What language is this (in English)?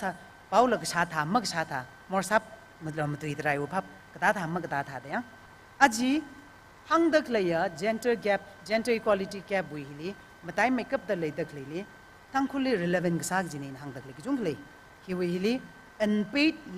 Tangkhul Naga (India)